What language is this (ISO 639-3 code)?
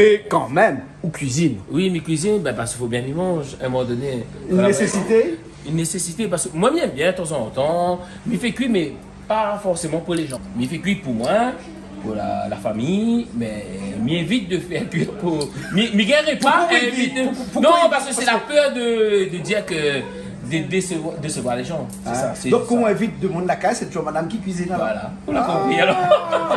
rcf